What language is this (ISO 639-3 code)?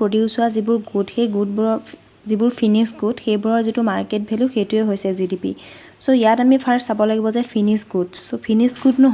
asm